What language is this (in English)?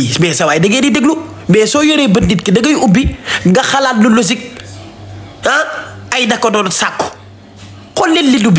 Wolof